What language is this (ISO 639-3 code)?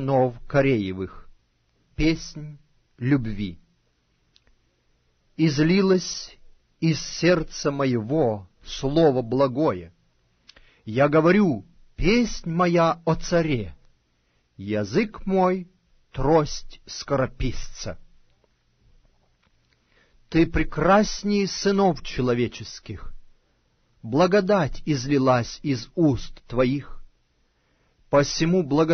rus